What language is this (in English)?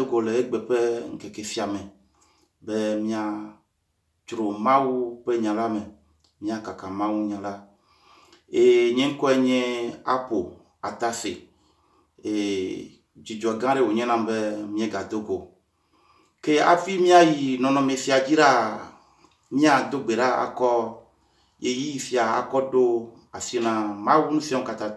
Ewe